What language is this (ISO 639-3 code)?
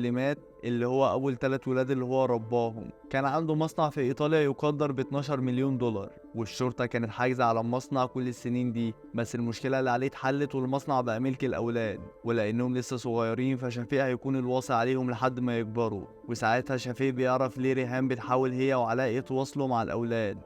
arz